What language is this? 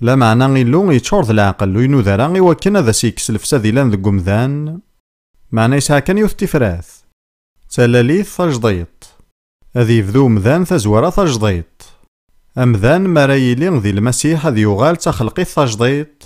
Kabyle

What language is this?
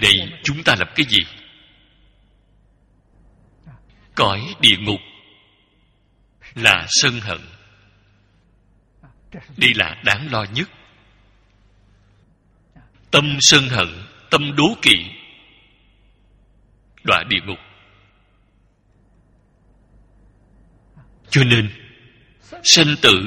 Vietnamese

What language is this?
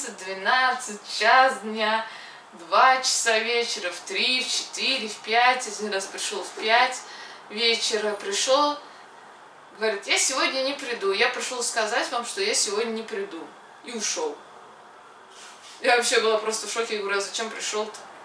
Russian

